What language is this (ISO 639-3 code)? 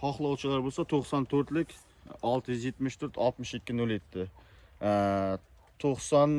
uzb